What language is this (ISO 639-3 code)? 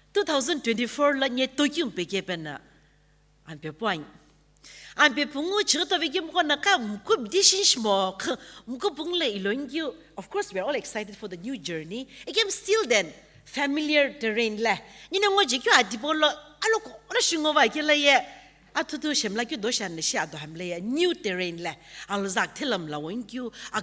nsm